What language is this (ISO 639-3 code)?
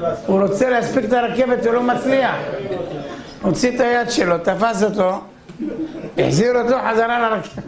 heb